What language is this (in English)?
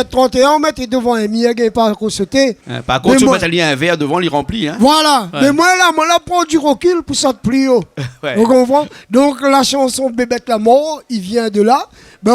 Réunion Creole French